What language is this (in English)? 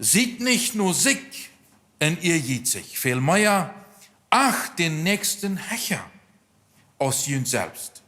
Plautdietsch